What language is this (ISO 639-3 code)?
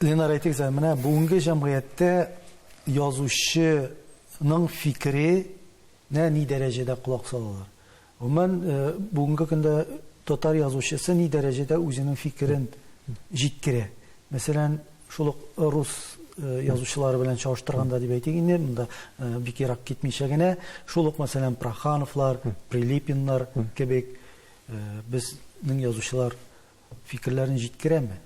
tat